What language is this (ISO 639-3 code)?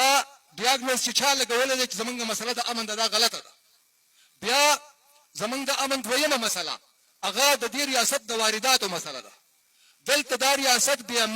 pus